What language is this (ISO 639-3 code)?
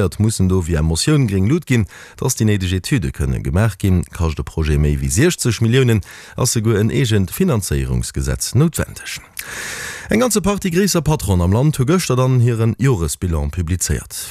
ltz